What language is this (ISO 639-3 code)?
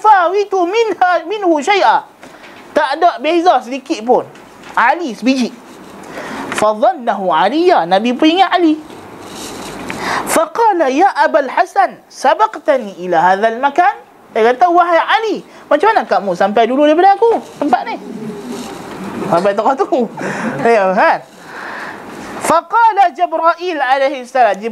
msa